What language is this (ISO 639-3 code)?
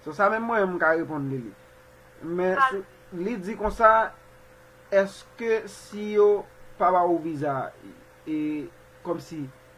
hat